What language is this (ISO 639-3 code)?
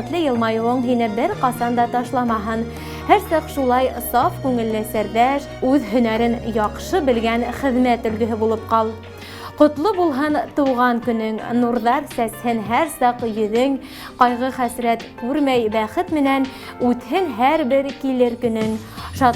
bak